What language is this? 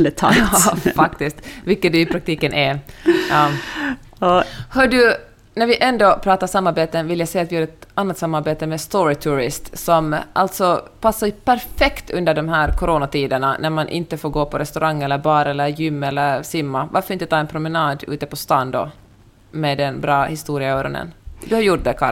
Swedish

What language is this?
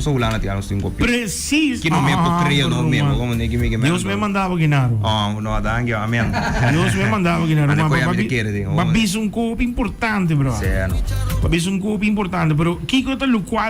Papiamento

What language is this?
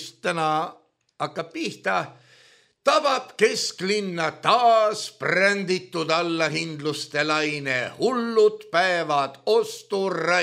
Estonian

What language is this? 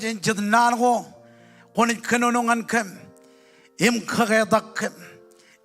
Marshallese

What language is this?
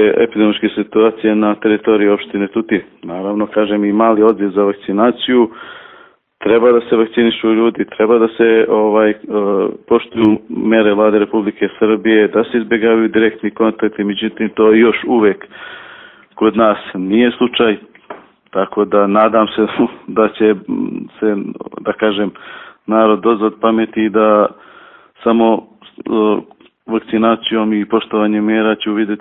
Serbian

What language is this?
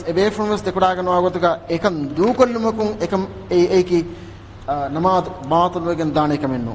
Divehi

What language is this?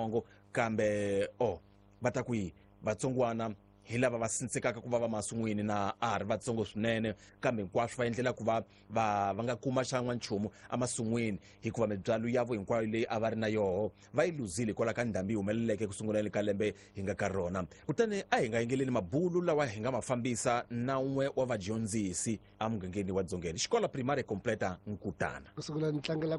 Tsonga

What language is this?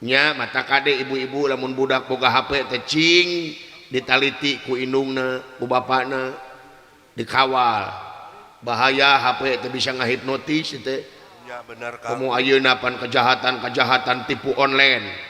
Sundanese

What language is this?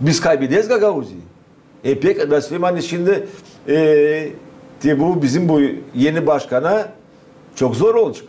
Gagauz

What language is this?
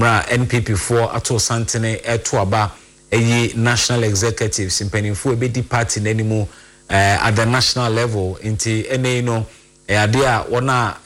Akan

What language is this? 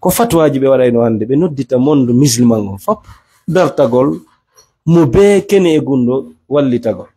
Fula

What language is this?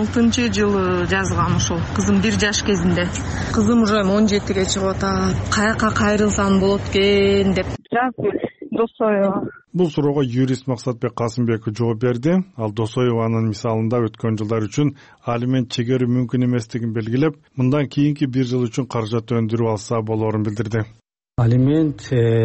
Kyrgyz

